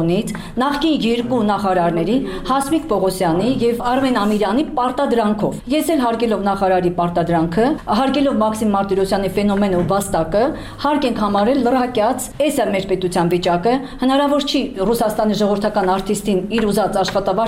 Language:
Armenian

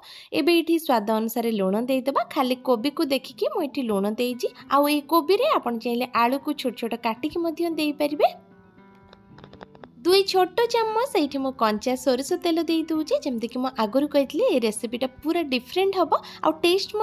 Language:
Odia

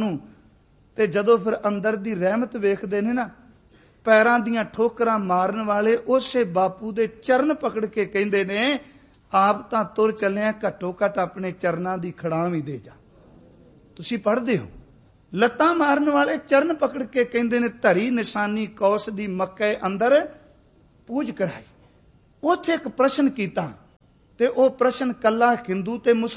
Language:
Punjabi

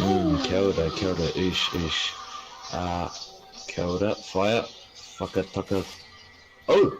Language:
Māori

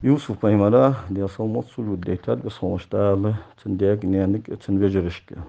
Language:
Ingush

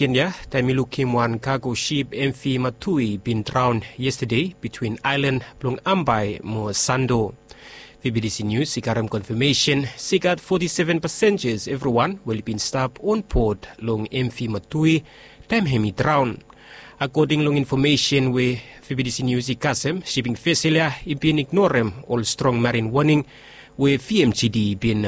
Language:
Bislama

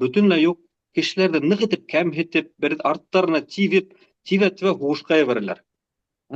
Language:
Bashkir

